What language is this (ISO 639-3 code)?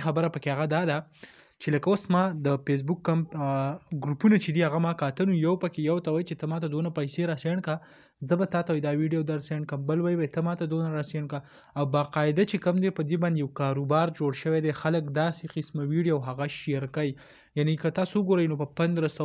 pus